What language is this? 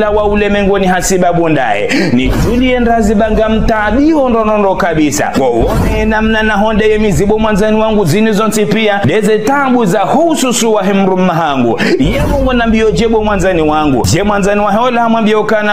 Ngazidja Comorian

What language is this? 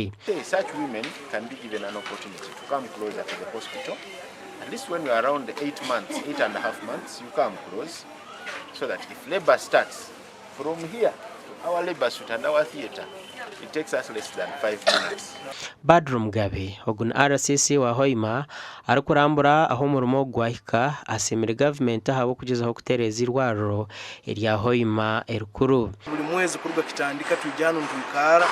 Nyankole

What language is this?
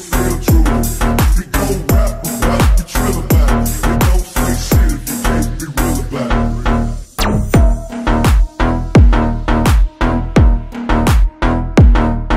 English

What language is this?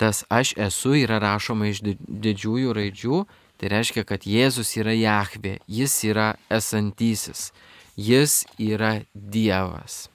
Lithuanian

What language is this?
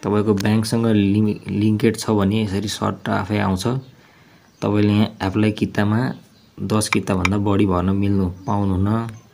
Nepali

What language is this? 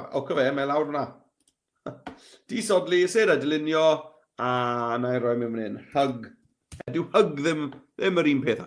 Welsh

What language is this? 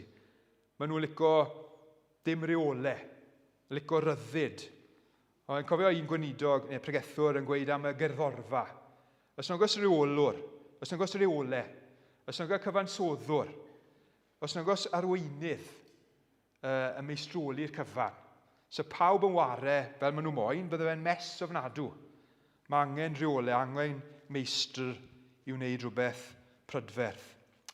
Welsh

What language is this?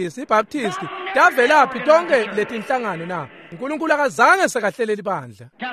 Swati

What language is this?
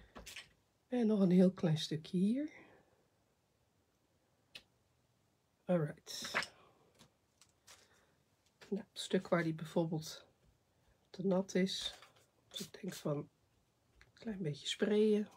Dutch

